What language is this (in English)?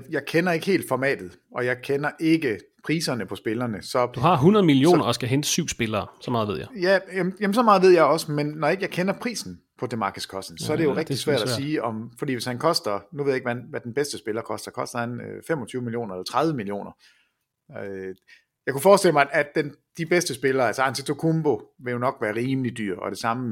Danish